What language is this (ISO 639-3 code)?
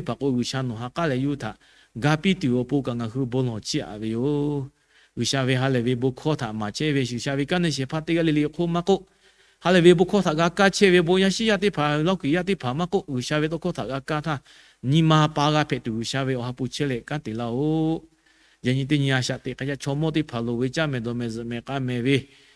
lhu